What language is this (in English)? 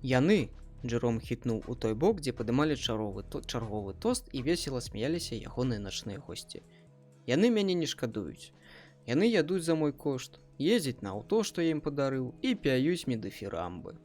Belarusian